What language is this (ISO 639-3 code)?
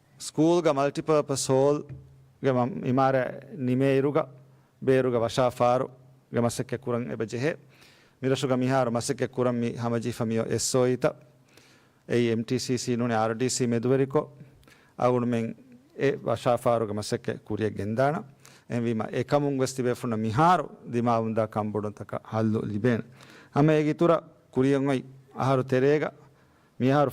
div